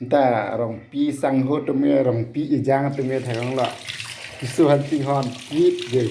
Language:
Karbi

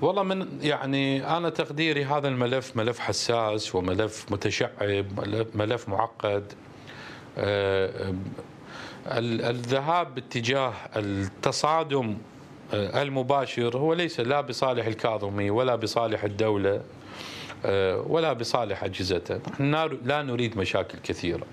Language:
Mesopotamian Arabic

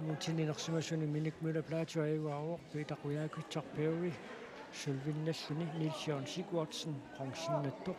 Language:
Kalaallisut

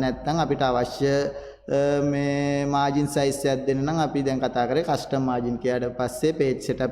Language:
Sinhala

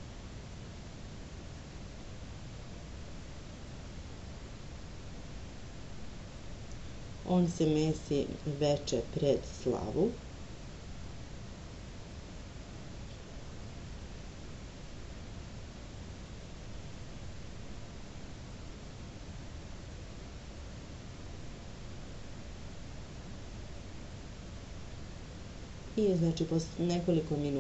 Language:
Serbian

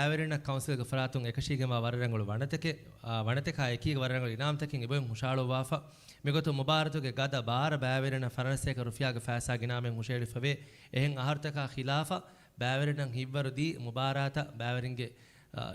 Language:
Divehi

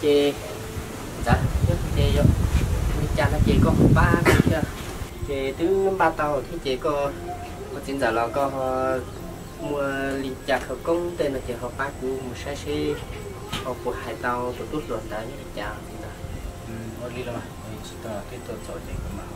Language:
Hmong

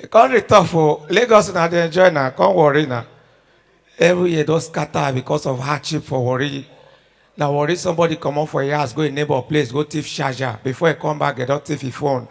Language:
Nigerian Pidgin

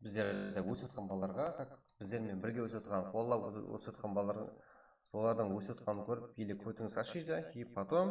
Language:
Kara-Kalpak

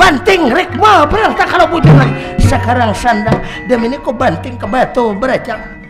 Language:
Banjar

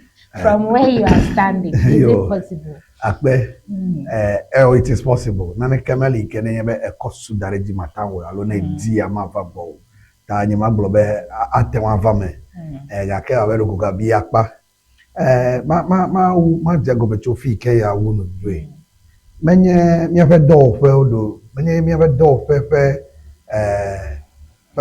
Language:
Ewe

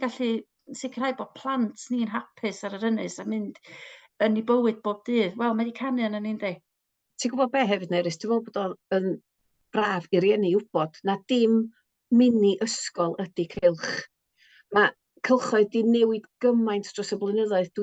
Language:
Welsh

